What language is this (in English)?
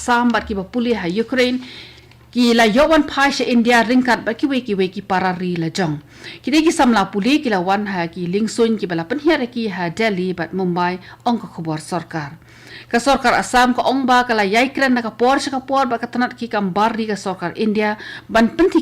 Khasi